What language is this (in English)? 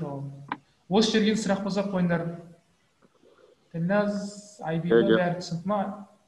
Kazakh